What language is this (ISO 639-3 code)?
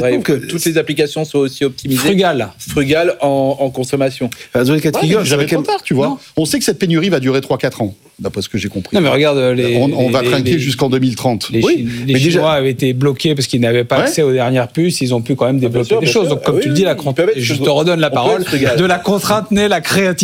fra